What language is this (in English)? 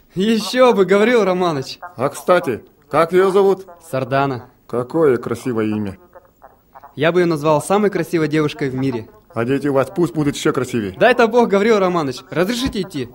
Yakut